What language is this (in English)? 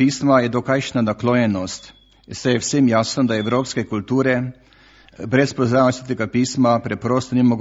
Slovenian